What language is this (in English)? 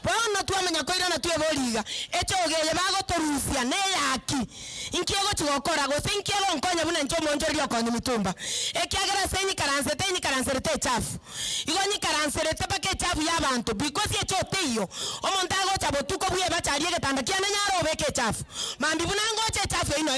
Gusii